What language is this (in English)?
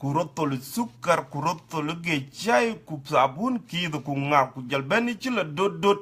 Dinka